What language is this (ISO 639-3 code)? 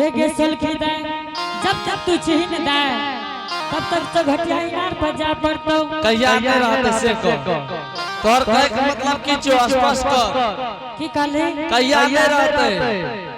anp